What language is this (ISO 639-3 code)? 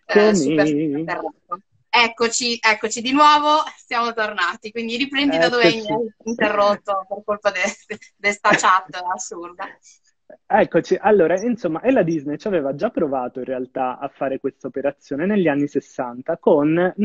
ita